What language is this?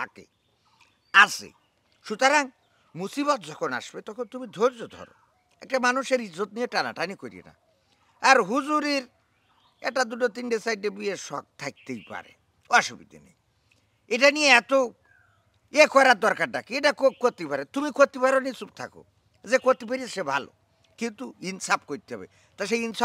Bangla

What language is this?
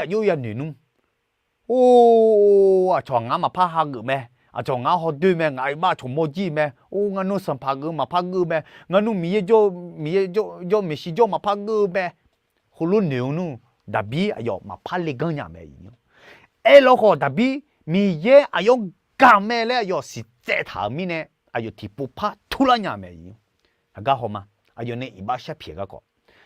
Akha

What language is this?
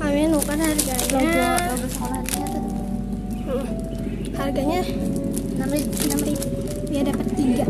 Banjar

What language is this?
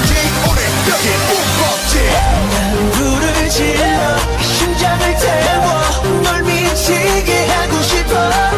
Korean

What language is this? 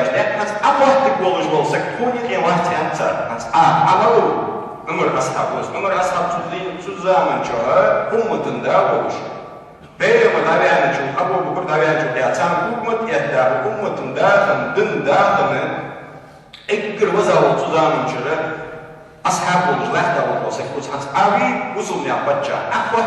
Ingush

